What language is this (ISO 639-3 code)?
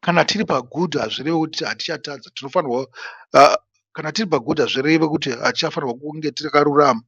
sna